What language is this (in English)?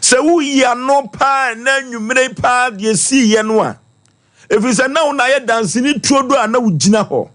Akan